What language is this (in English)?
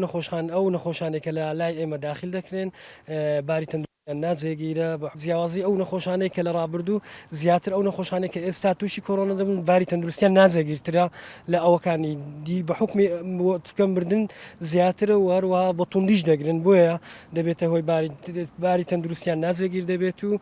Central Kurdish